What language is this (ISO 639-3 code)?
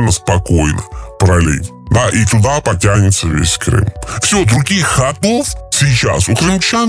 rus